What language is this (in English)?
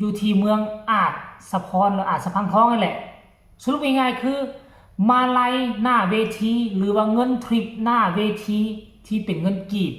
Lao